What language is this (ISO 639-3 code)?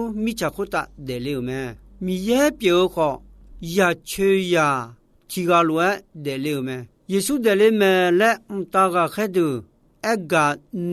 ahk